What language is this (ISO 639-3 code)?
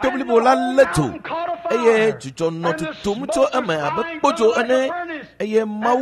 ewe